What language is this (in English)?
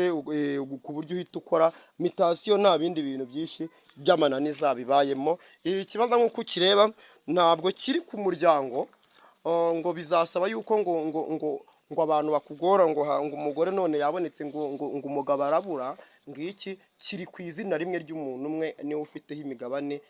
Kinyarwanda